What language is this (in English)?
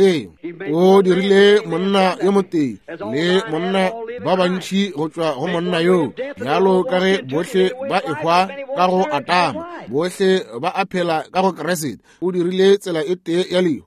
Northern Sotho